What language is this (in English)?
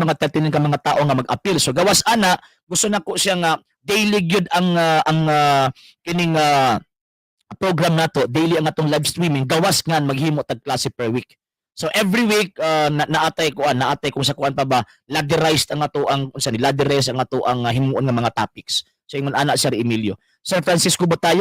Cebuano